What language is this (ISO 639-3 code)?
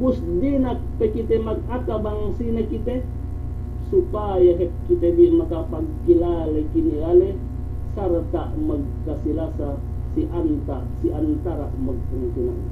yka